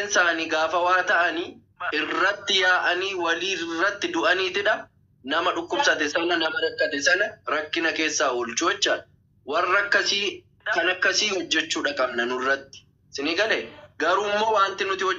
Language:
Oromo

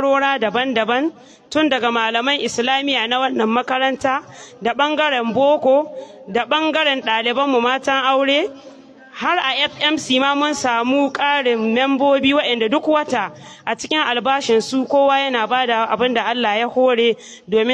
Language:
Hausa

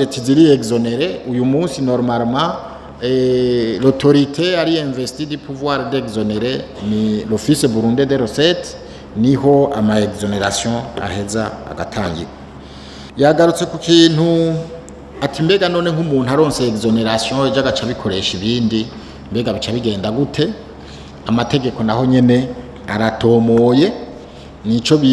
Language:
Rundi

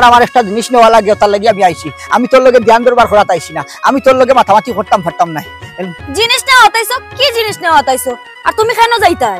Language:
Sylheti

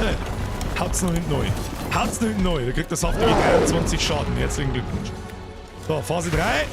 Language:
Bavarian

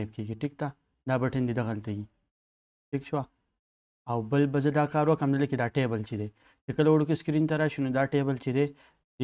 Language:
Pashto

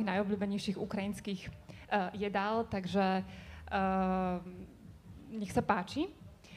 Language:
Slovak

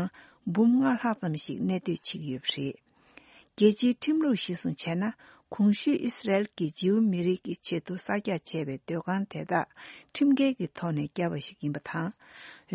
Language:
Tibetan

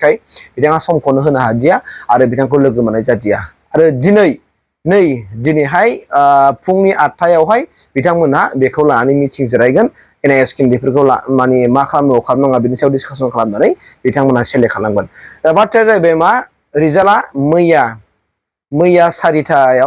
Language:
Bodo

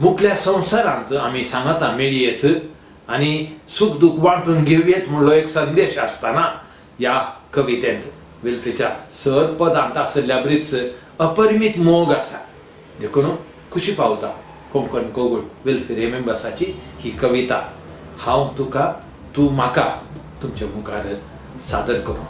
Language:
Konkani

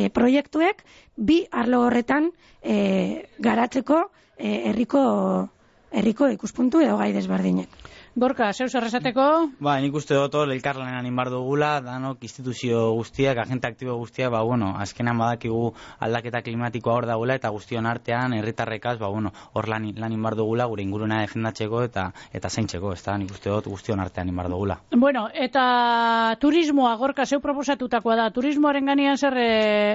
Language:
Basque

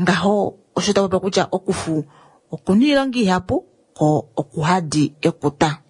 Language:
Kuanyama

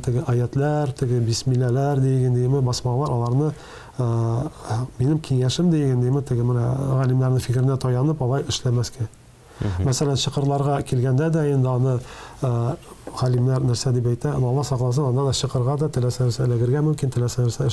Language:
Tatar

